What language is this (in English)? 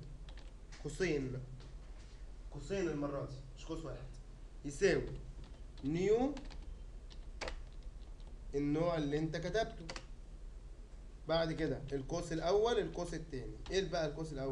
Egyptian Arabic